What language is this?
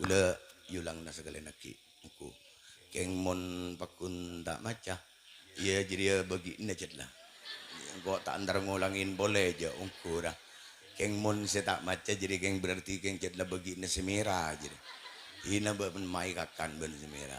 Madurese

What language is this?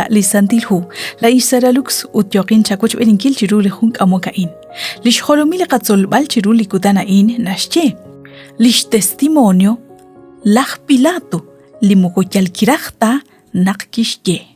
Kekchí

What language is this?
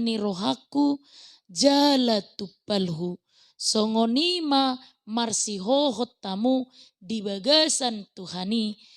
Batak Toba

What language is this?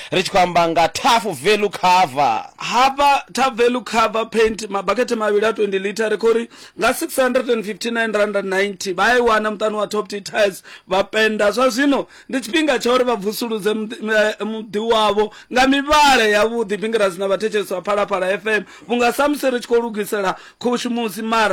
Venda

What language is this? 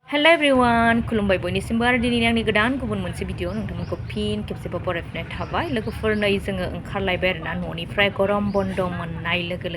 Bodo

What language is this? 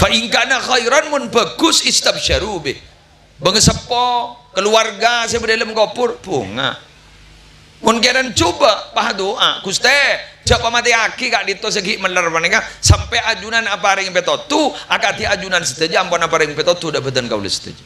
Madurese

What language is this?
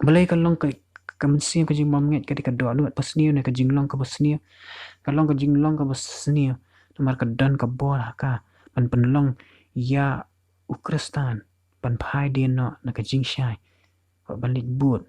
Khasi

